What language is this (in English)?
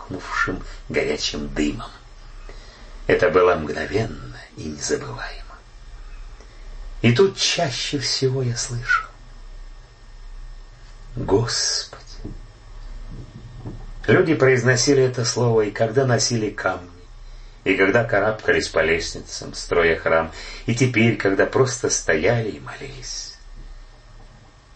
Russian